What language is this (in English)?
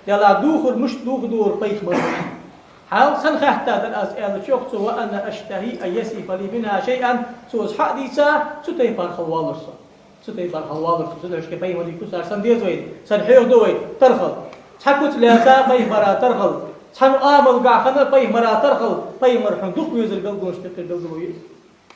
Ingush